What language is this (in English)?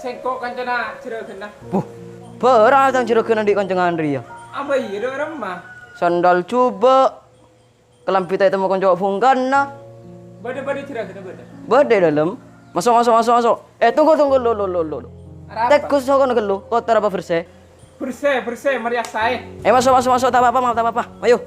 Madurese